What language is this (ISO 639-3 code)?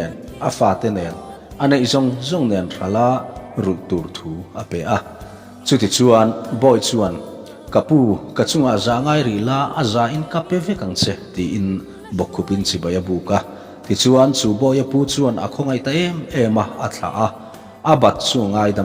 lus